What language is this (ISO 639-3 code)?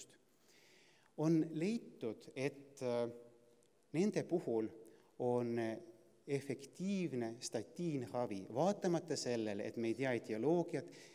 est